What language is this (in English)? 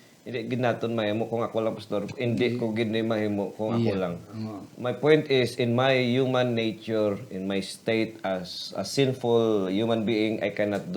Hiligaynon